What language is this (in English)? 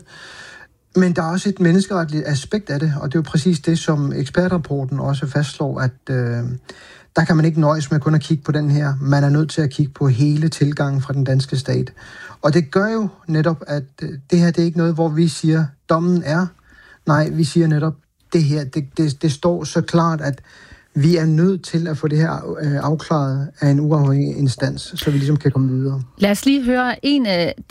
Danish